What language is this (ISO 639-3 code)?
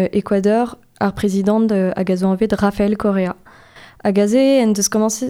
bre